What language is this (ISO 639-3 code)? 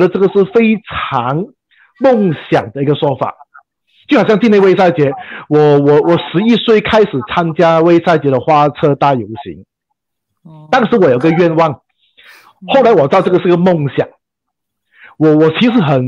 zho